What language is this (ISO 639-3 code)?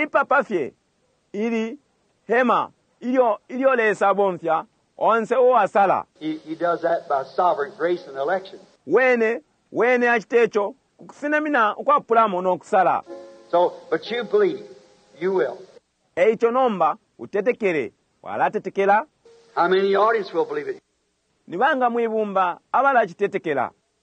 bem